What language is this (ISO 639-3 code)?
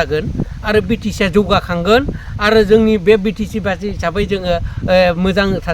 brx